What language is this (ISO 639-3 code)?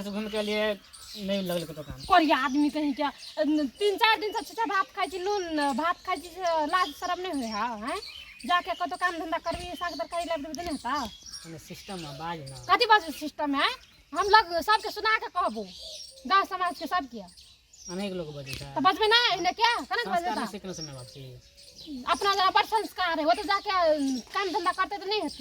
mai